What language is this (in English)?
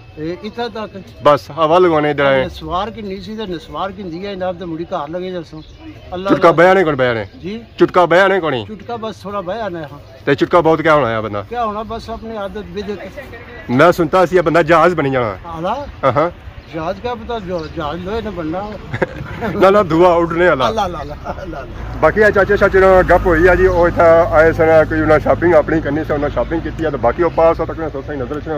Pahari-Potwari